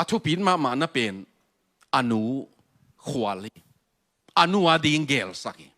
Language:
Tedim Chin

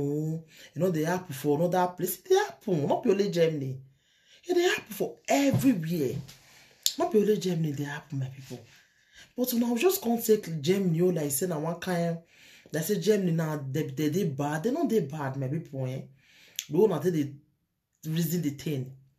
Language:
Nigerian Pidgin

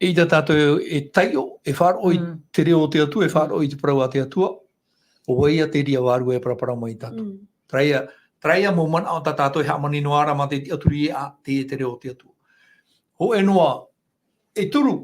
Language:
Tahitian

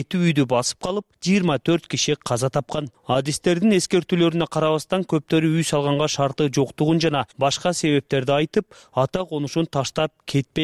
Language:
Kyrgyz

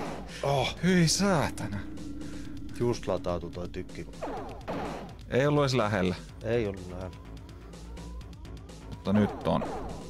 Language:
Finnish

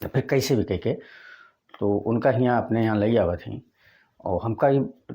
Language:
Bhojpuri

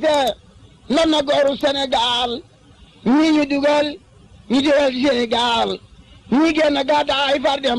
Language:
Wolof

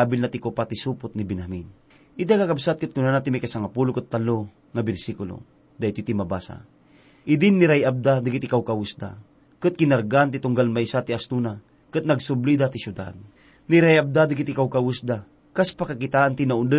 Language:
Iloko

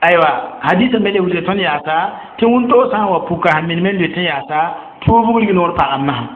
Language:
Mossi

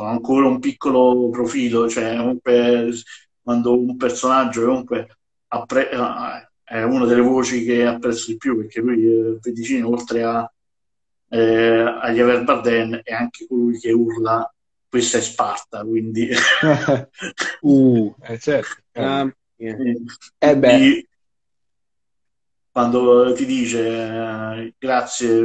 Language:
Italian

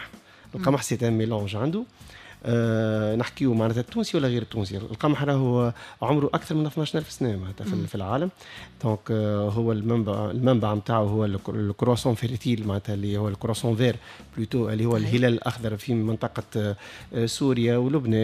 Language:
Tunisian Arabic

